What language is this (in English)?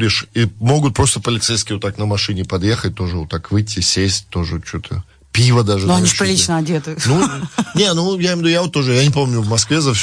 Russian